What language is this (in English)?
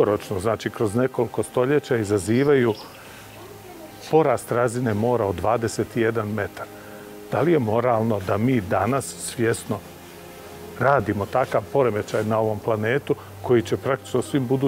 Croatian